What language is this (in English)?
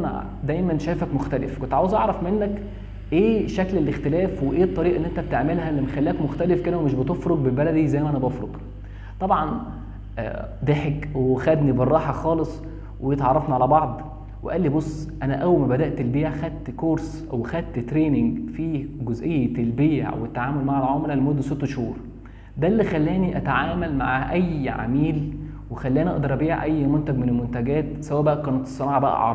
Egyptian Arabic